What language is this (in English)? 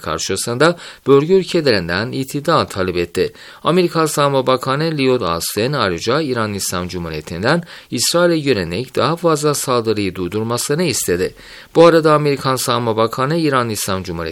Turkish